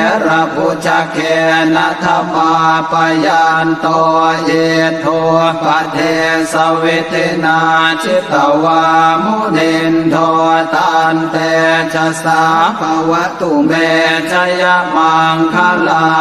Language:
Pali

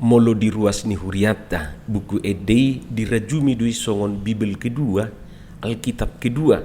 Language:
Batak Toba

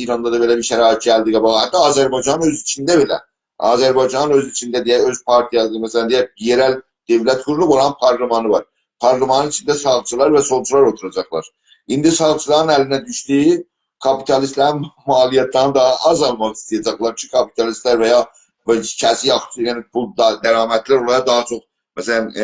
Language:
South Azerbaijani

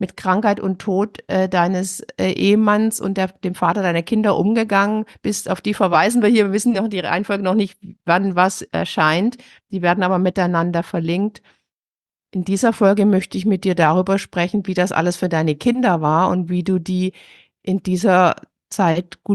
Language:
German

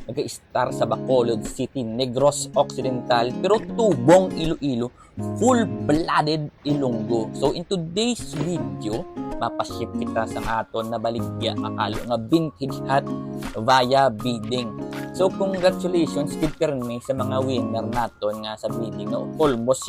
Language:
Hiligaynon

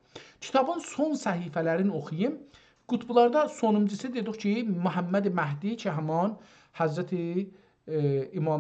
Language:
South Azerbaijani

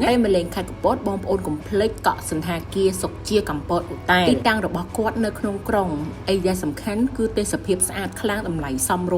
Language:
Khmer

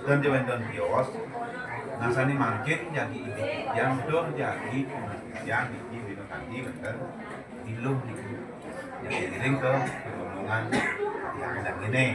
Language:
Balinese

